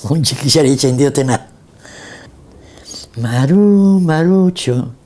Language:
Basque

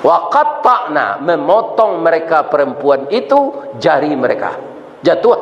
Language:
Minangkabau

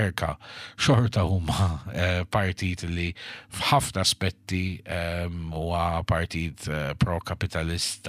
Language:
Maltese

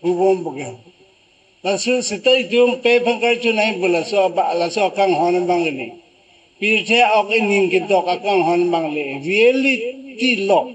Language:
Karbi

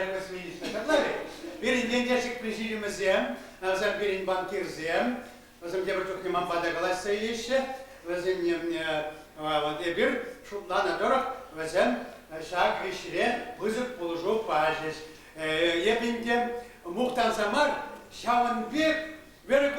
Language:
Chuvash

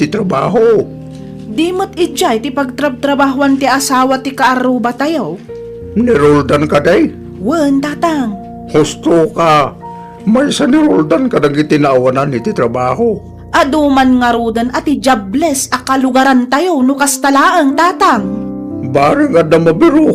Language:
Iloko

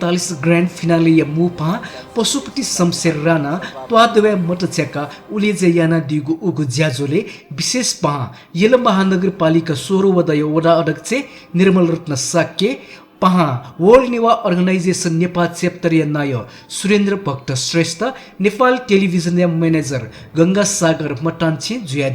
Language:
Newari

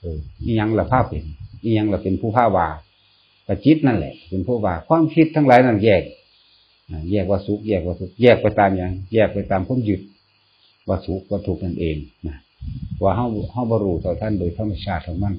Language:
Northeastern Thai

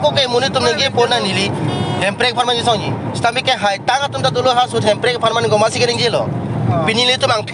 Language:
Karbi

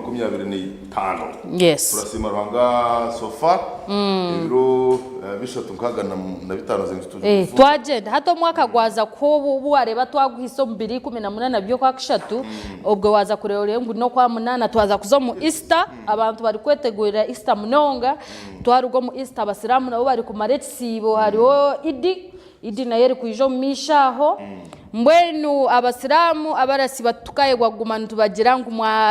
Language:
Nyankole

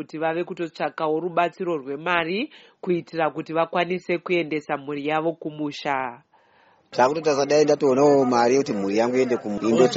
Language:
Shona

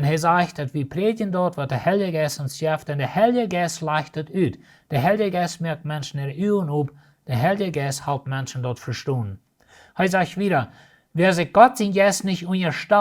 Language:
Plautdietsch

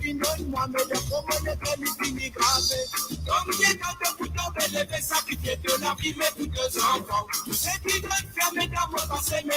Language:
Morisyen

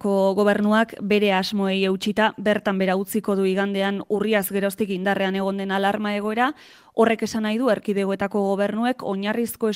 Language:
Basque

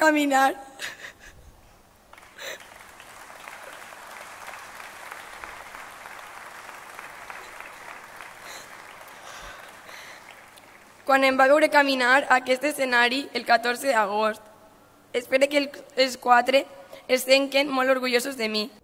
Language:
Catalan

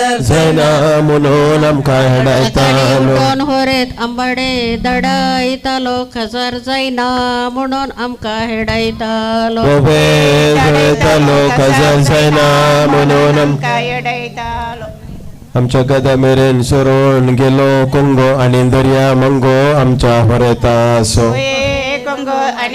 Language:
Konkani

